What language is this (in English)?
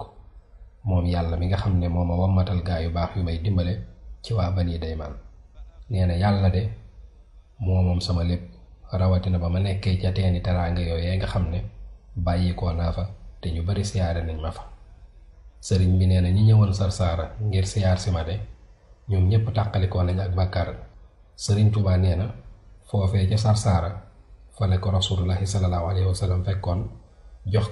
Wolof